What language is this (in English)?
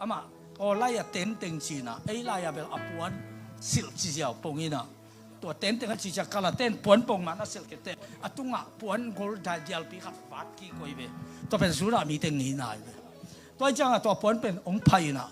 Tedim Chin